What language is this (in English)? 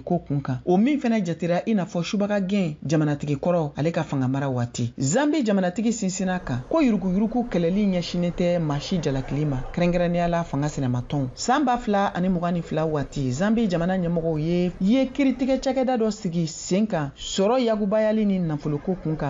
Bambara